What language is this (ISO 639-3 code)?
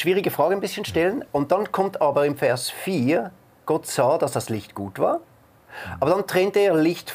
gsw